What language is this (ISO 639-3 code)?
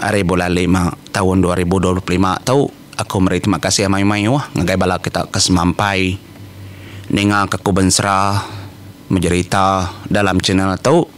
iba